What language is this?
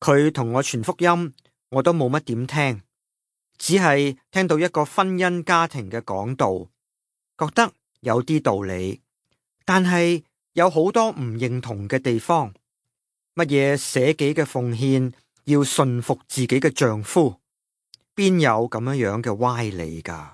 Cantonese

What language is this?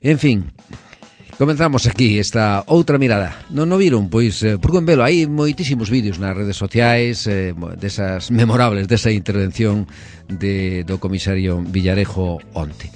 Galician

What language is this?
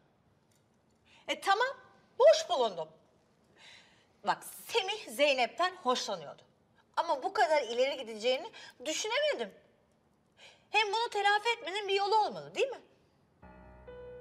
Turkish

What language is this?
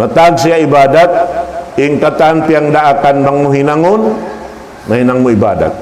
Tausug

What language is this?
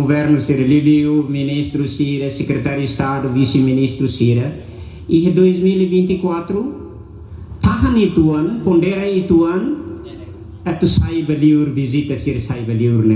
Tetum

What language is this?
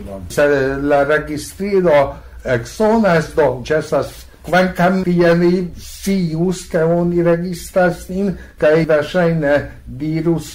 Esperanto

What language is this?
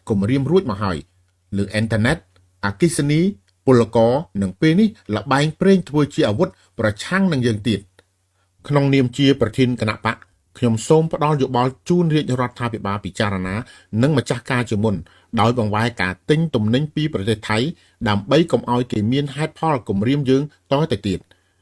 Khmer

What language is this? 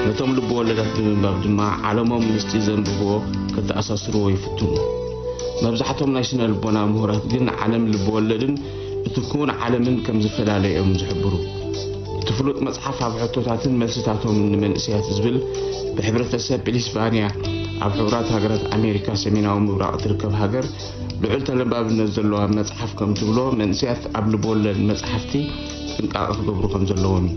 Tigrinya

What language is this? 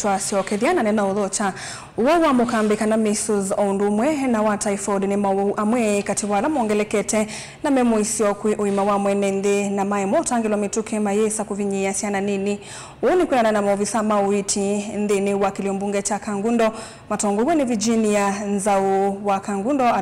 Kamba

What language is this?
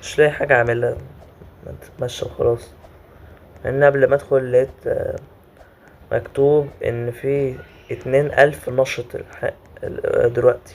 Egyptian Arabic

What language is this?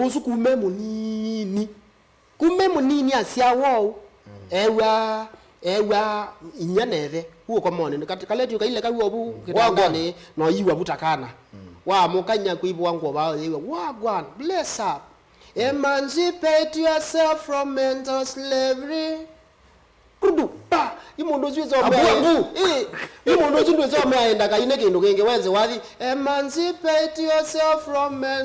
Kamba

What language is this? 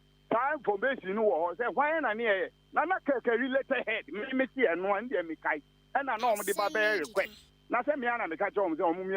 Akan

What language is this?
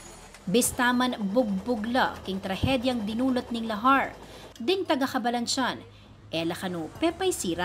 Pampanga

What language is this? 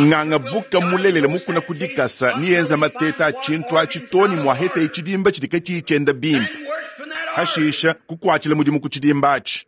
Luba-Lulua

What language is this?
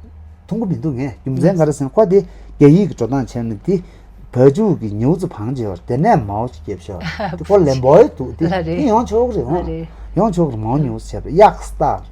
Tibetan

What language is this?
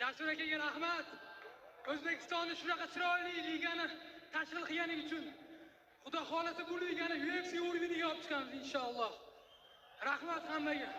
Uzbek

